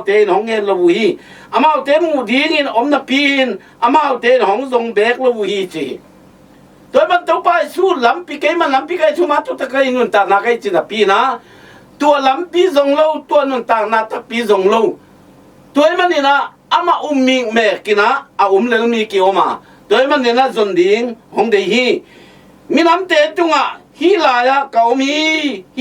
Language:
Tedim Chin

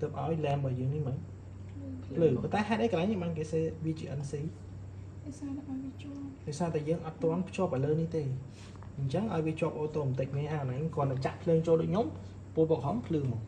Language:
Khmer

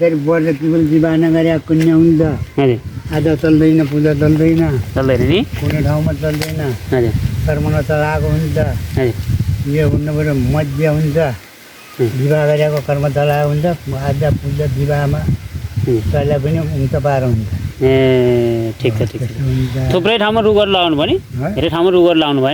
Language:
Nepali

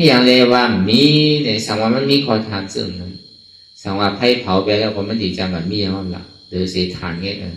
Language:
Shan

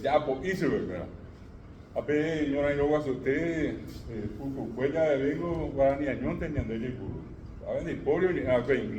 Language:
Guarani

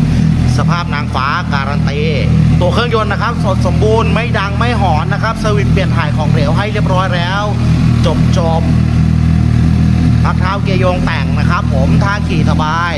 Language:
Thai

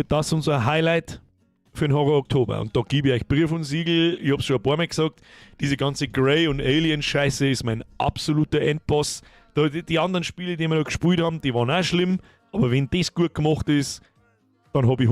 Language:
Bavarian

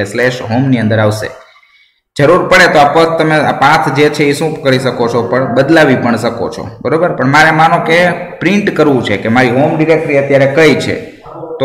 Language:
Gujarati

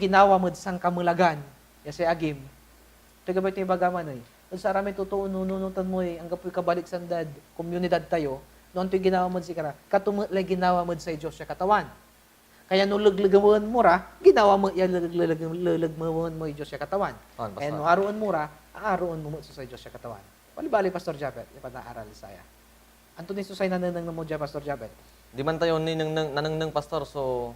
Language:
Pangasinan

